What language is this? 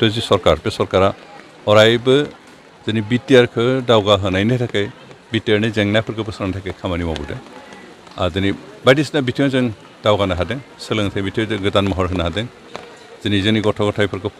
Bodo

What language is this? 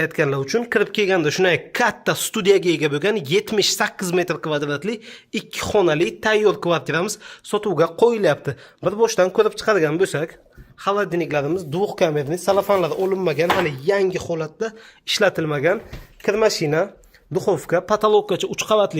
Uzbek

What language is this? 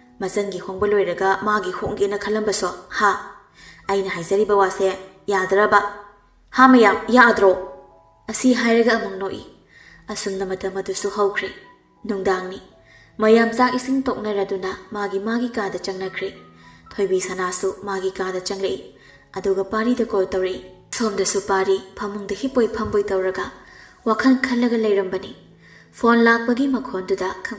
Manipuri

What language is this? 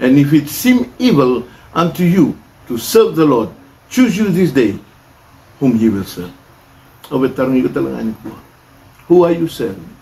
Fijian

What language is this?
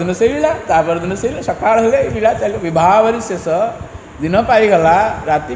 Odia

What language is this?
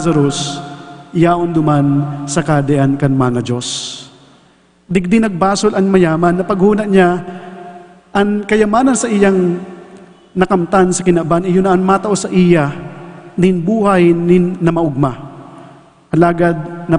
Bikol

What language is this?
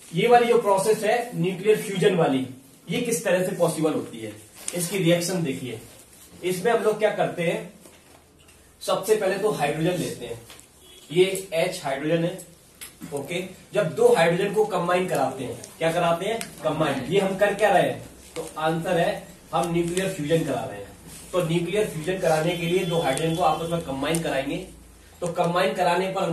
Hindi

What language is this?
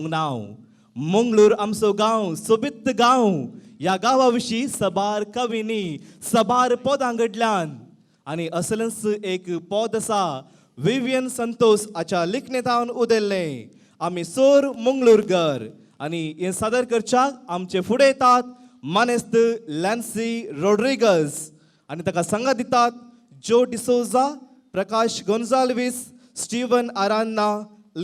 Konkani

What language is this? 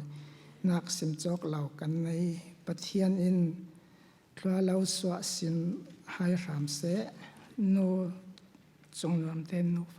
Falam Chin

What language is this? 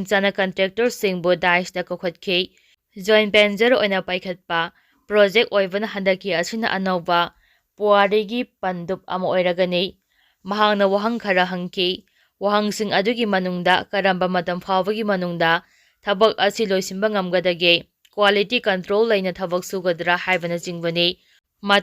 Manipuri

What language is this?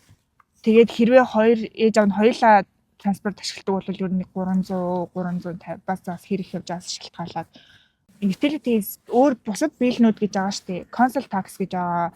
Mongolian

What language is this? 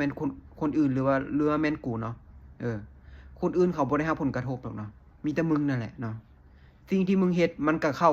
Lao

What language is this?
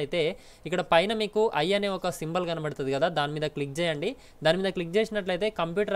Telugu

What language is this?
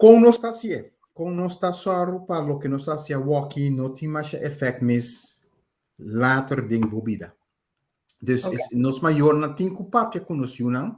Papiamento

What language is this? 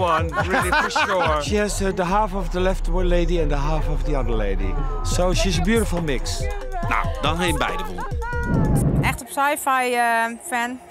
Western Frisian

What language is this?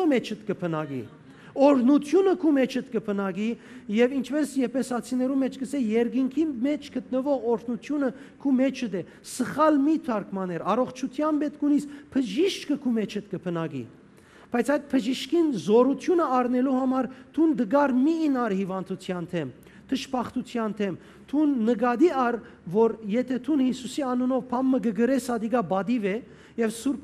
Western Armenian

